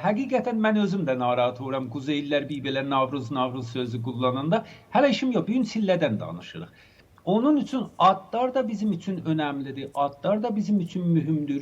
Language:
Azerbaijani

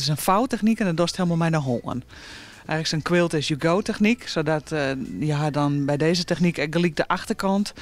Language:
Western Frisian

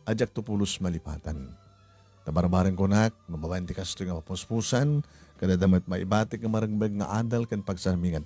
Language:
Iloko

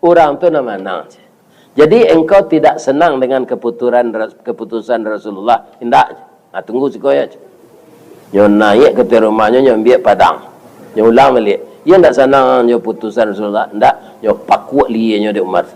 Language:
Minangkabau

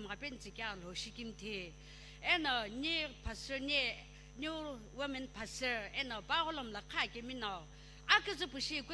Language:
Sumi Naga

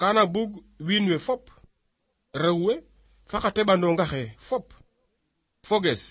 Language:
Serer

